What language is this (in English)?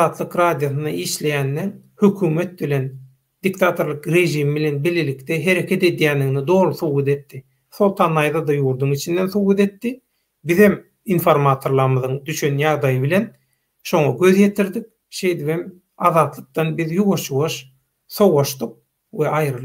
Turkmen